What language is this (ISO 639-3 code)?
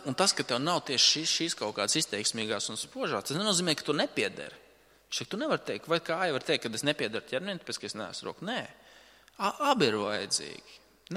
lav